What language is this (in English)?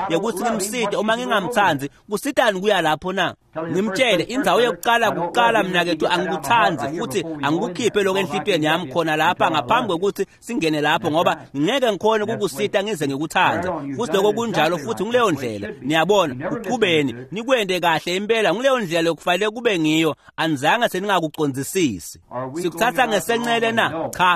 Swati